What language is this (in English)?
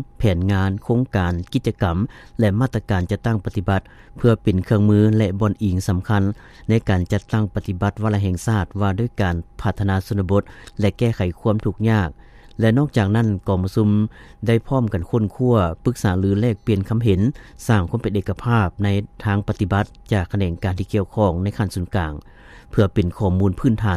Lao